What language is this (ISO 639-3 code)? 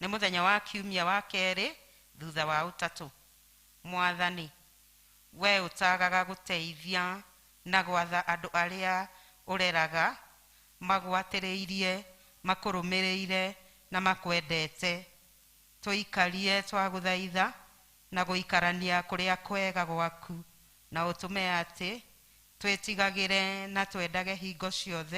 kik